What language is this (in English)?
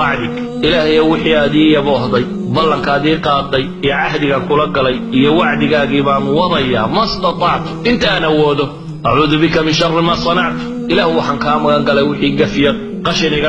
Somali